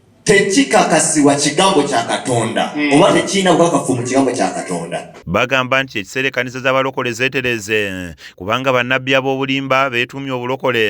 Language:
Ganda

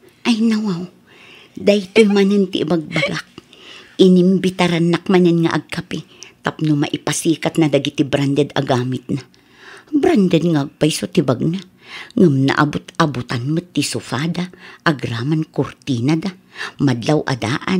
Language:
Iloko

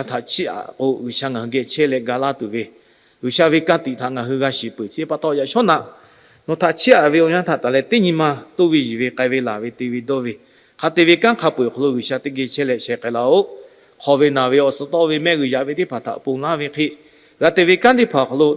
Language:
Lahu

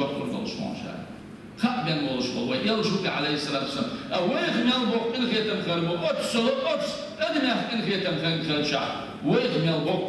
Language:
Chechen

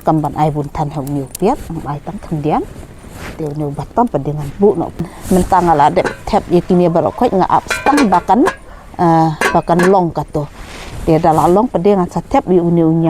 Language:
Khasi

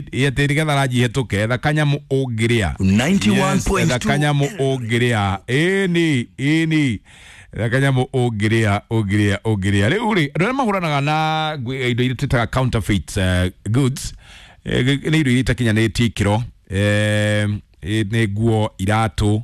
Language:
Kikuyu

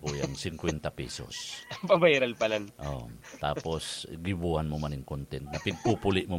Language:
Bikol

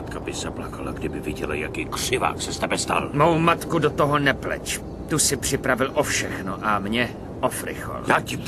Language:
Czech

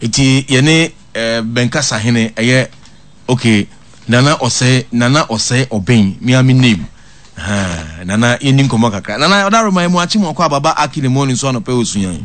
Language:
Akan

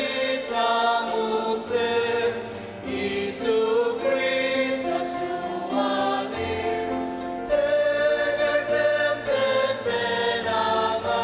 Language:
Ao Naga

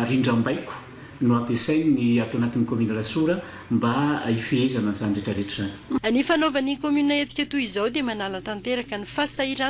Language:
Malagasy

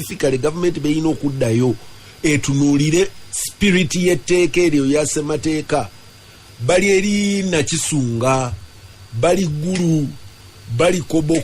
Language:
Ganda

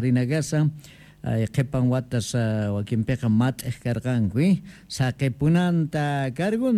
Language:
Quechua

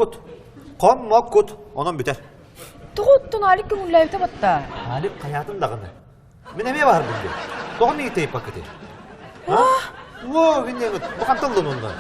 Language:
Yakut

